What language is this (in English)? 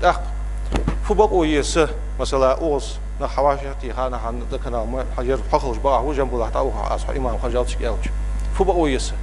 Ingush